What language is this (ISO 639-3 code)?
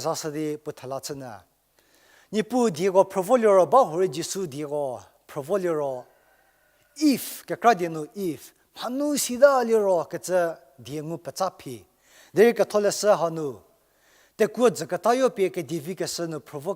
njm